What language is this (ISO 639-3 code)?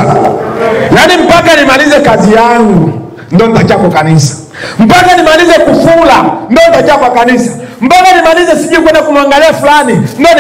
swa